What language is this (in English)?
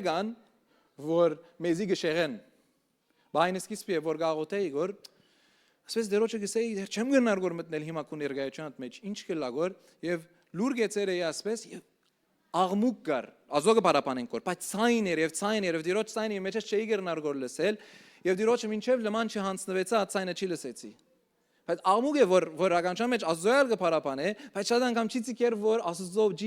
Western Armenian